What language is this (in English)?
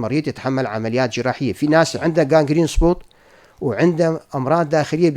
North Levantine Arabic